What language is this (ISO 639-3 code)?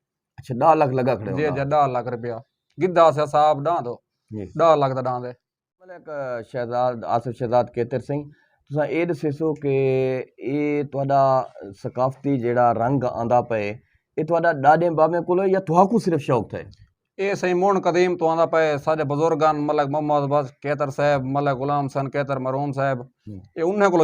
skr